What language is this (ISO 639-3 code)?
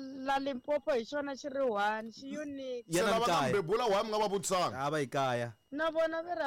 tso